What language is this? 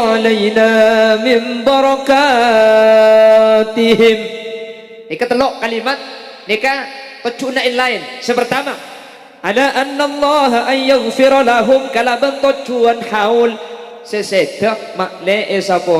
Madurese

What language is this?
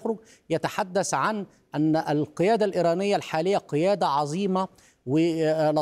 Arabic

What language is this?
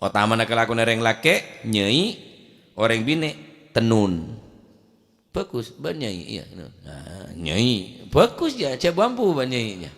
Madurese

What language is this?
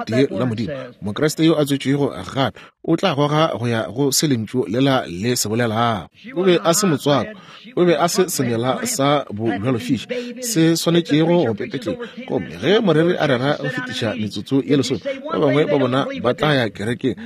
Northern Sotho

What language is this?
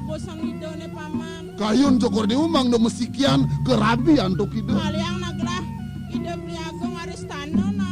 Balinese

